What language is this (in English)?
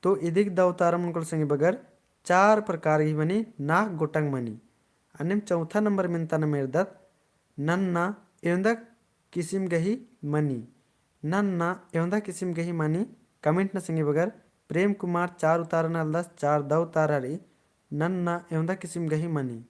Kurukh